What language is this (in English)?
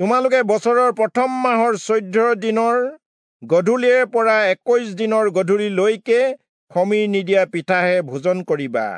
Assamese